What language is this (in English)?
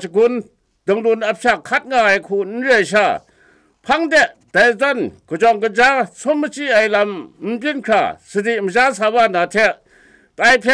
Kachin